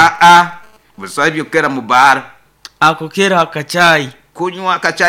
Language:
Nyoro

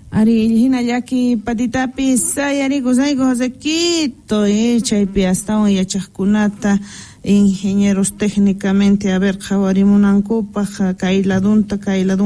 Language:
South Bolivian Quechua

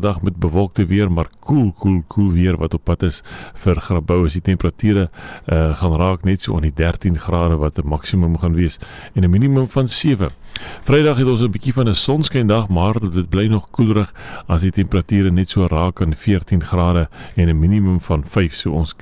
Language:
Afrikaans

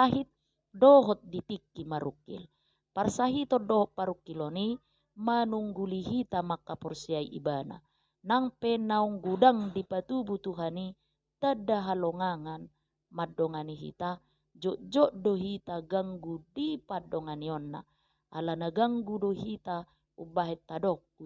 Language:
Batak Toba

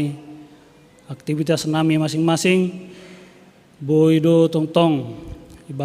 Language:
Batak Simalungun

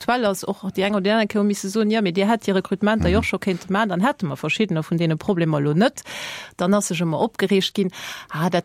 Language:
Luxembourgish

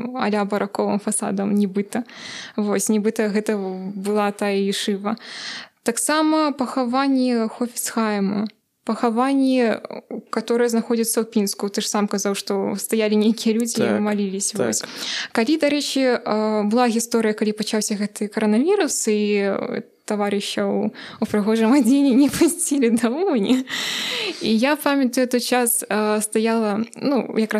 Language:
Belarusian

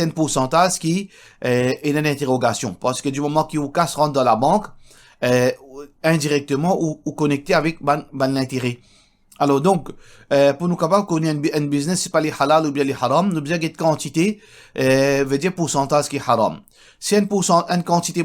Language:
Morisyen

